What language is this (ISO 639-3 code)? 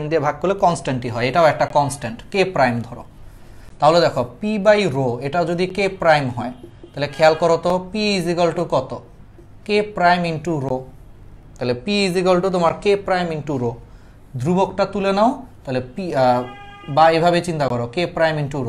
ben